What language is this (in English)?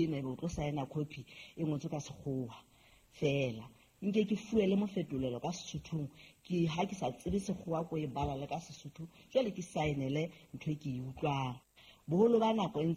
Southern Sotho